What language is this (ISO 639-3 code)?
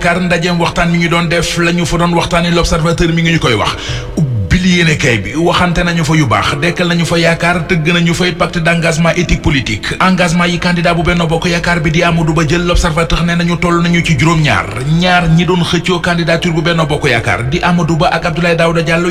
wol